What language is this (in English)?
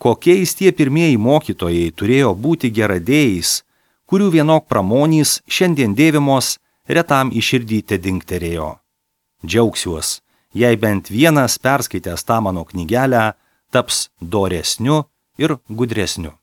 Lithuanian